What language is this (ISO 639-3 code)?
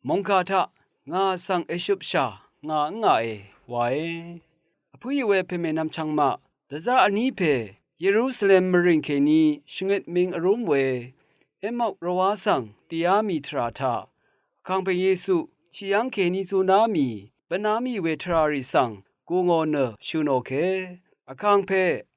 raw